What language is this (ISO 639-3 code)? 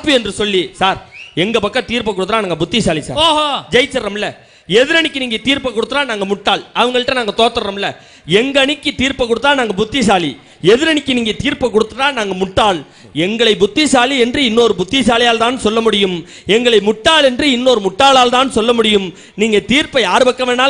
tam